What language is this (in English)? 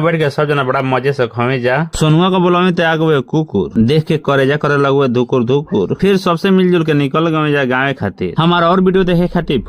Bhojpuri